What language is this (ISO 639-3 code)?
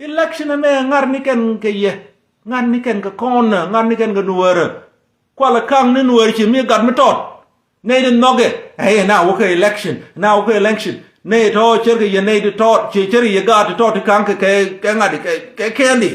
nus